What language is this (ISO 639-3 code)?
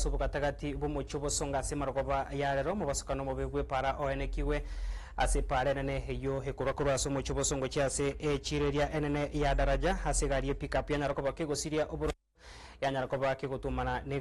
guz